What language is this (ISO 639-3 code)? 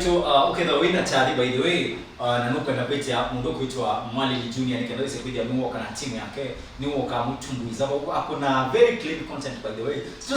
kam